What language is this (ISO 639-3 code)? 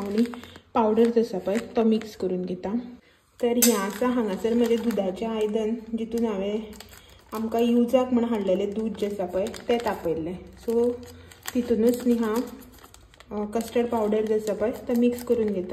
kok